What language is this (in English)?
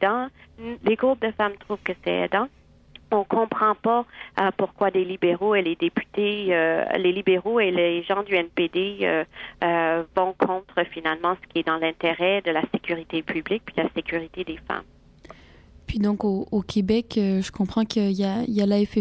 French